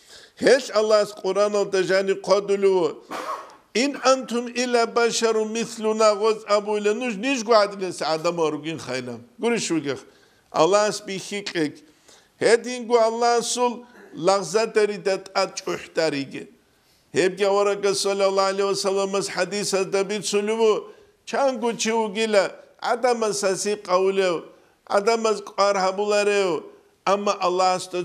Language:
Avaric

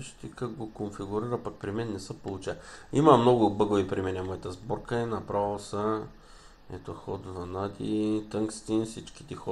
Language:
Bulgarian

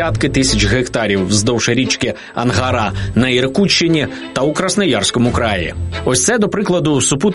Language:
Ukrainian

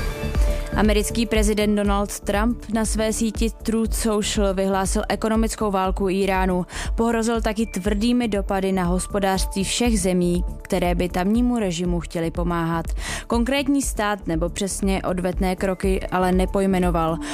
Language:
Czech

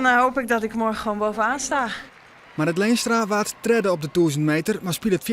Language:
Western Frisian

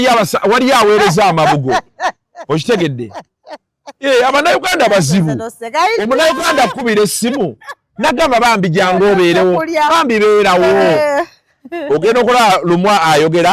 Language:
Ganda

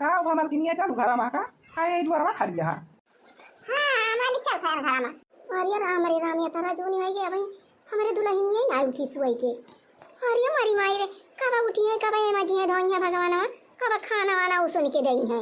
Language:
Awadhi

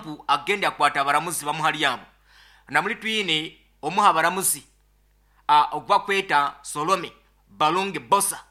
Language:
Nyoro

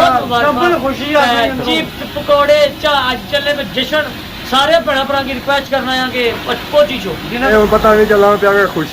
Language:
Pahari-Potwari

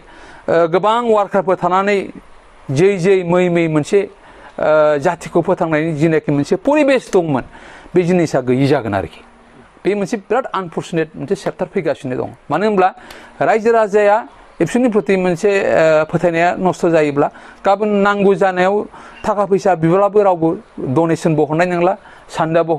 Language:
Bodo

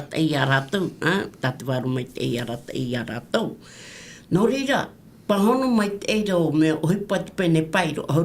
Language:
Tahitian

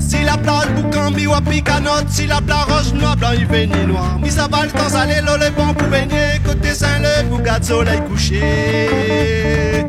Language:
Réunion Creole French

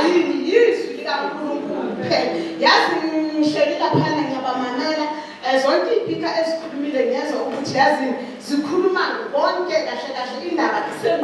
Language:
Zulu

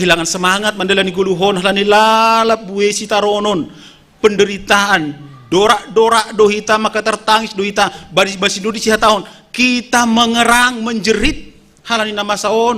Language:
Batak Simalungun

